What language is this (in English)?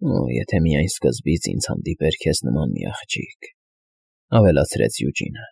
Armenian